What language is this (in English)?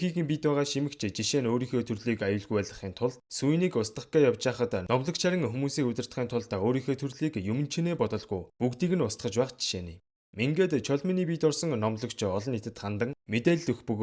Mongolian